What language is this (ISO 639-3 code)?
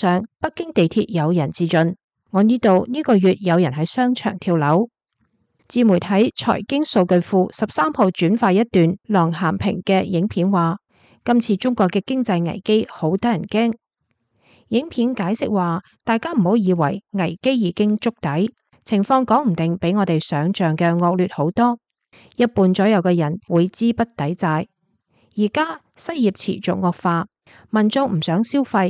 yue